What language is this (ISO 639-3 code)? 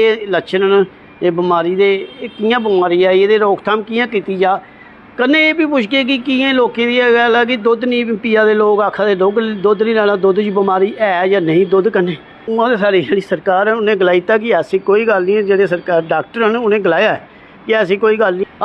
doi